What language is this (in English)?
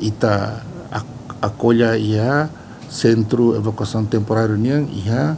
Tetum